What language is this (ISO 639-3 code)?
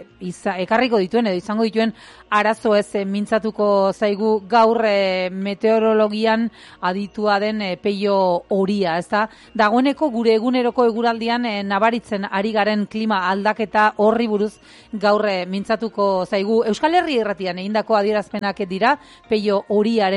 eus